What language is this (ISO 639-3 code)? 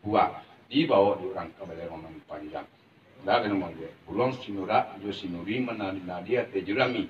min